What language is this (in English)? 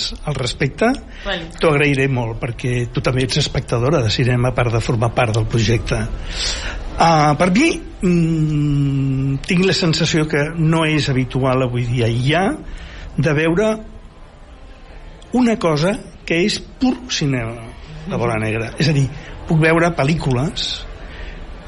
Catalan